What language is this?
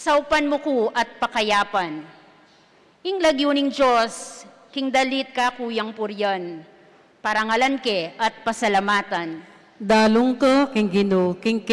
Pampanga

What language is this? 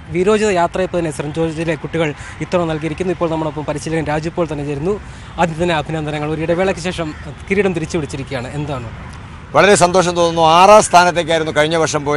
Malayalam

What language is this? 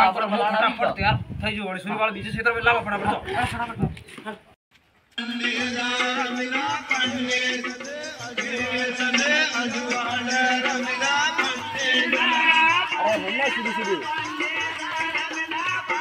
Gujarati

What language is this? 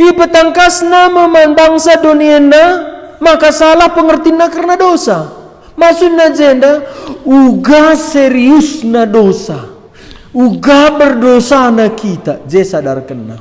Batak Karo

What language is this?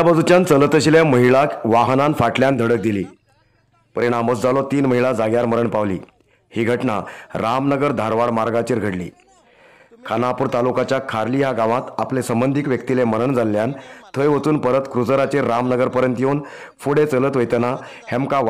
Konkani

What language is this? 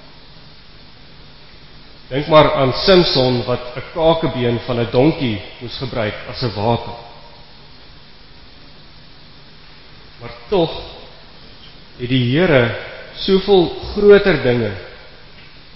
Afrikaans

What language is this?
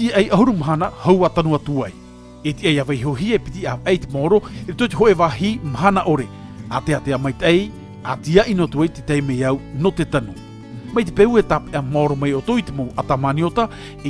Tahitian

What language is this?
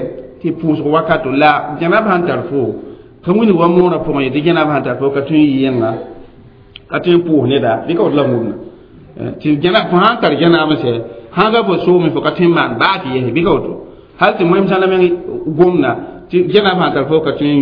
Mossi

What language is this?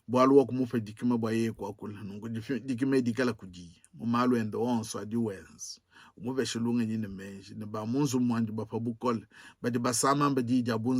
Luba-Lulua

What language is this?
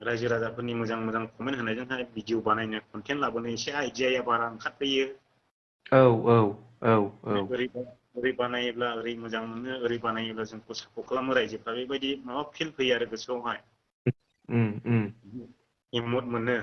Bodo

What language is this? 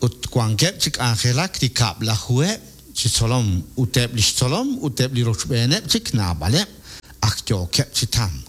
Kekchí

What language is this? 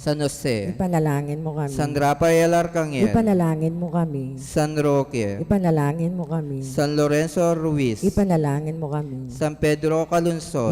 Pampanga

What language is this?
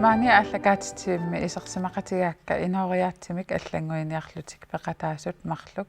Kalaallisut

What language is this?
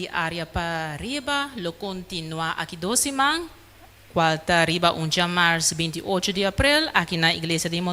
Papiamento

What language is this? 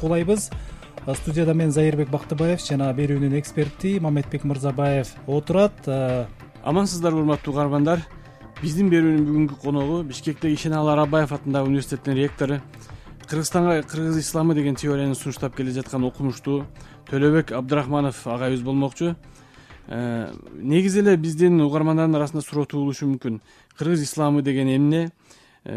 Kyrgyz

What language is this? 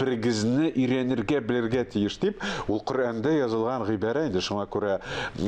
Tatar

